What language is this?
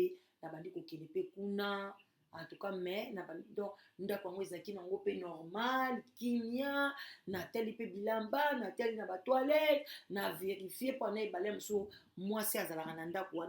Lingala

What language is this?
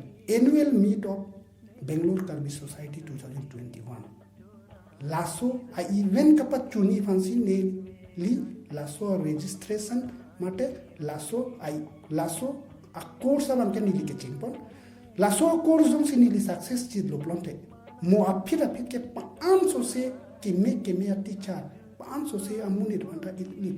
Karbi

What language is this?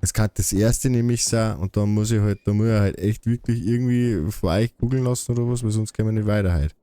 Bavarian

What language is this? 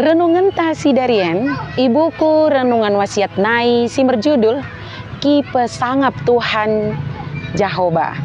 Batak Dairi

